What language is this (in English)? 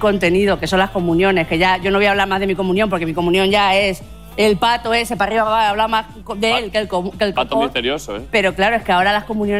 Spanish